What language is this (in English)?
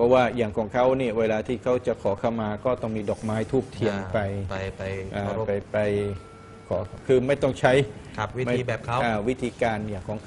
Thai